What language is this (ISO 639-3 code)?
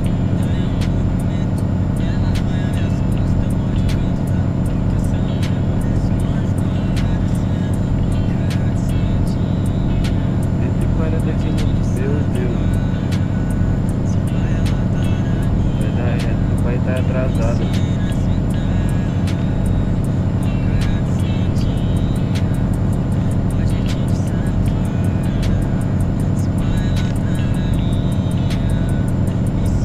por